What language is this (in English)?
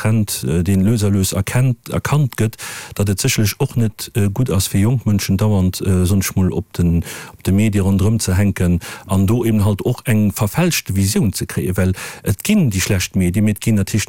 Luxembourgish